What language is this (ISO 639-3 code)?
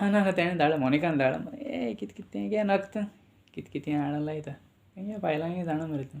kok